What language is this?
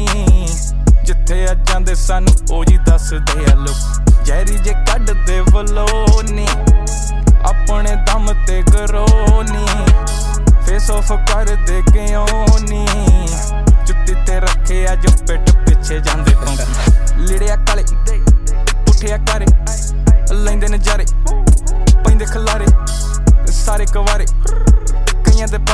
Punjabi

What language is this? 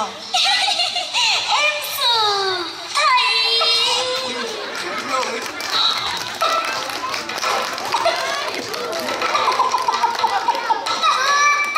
Vietnamese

